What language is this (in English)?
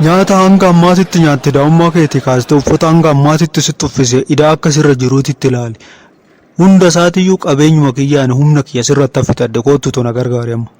Oromo